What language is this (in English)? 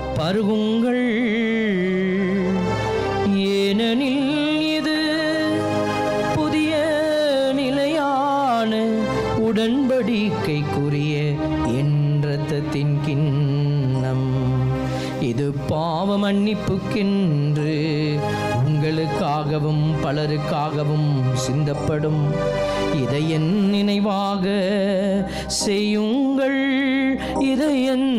Tamil